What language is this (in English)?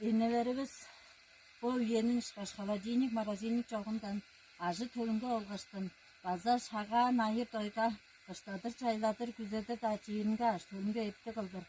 Tuvinian